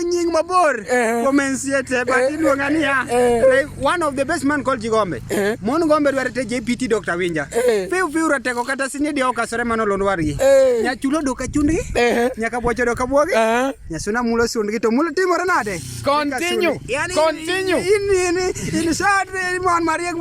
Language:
Luo (Kenya and Tanzania)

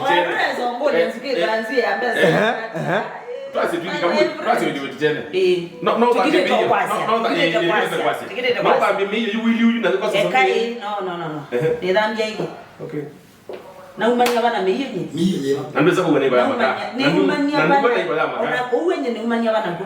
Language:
Kamba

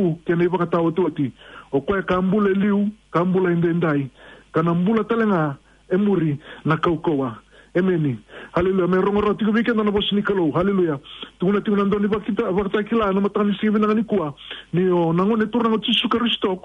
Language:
Fijian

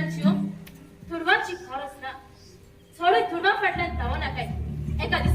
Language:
Konkani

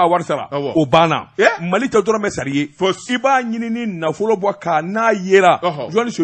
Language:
Bambara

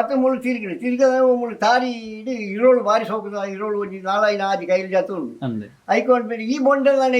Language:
Tulu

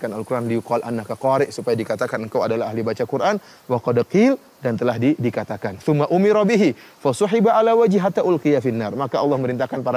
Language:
Indonesian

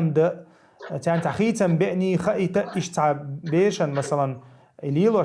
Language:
Chechen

